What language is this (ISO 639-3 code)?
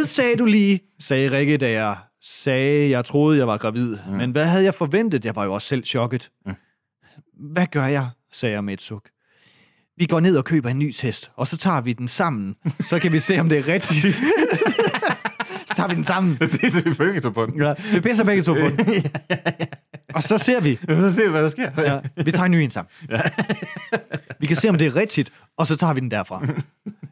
dan